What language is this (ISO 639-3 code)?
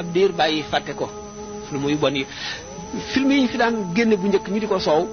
wol